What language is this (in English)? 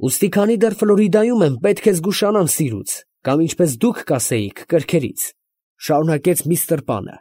Armenian